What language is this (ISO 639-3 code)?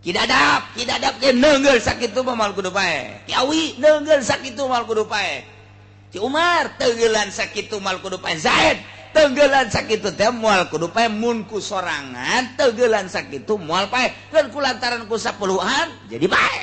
sun